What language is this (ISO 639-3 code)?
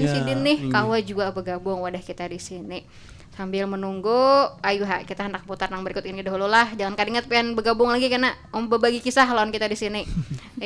bjn